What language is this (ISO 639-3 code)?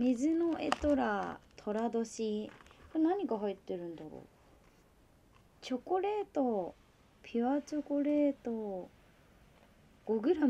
jpn